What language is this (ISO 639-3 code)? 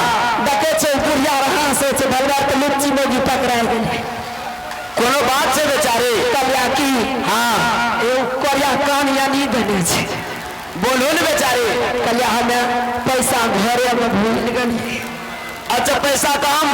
mai